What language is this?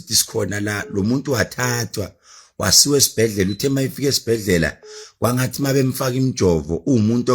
Zulu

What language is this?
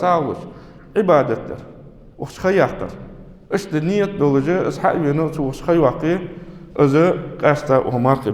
Ingush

